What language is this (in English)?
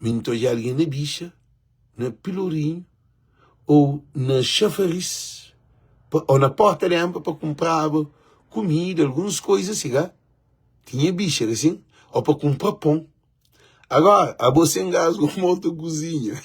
Kabuverdianu